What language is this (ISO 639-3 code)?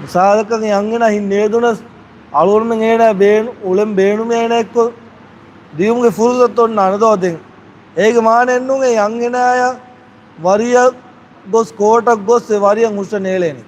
div